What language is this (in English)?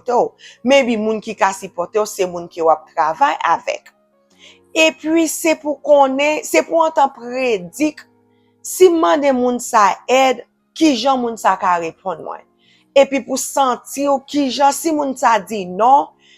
Haitian Creole